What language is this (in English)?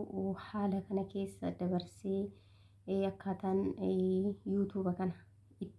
Oromo